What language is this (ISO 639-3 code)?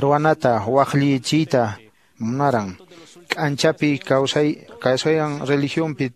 que